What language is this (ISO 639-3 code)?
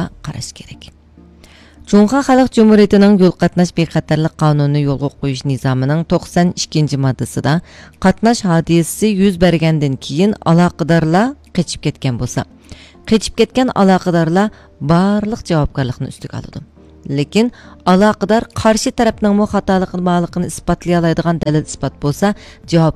uig